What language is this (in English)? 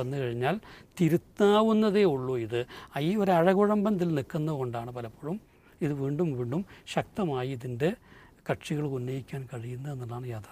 Malayalam